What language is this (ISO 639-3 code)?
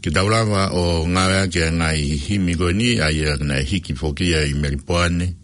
ton